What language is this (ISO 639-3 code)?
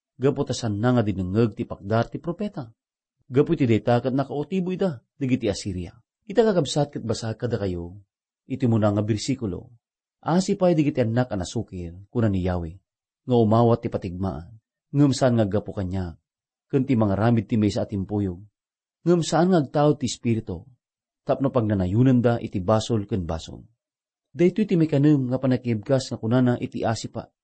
ilo